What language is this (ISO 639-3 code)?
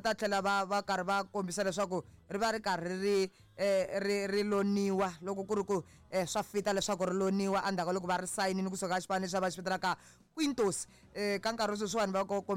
tso